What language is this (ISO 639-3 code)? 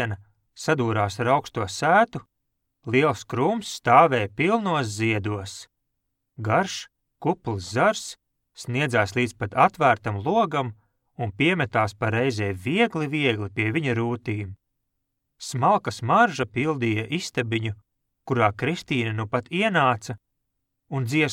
lav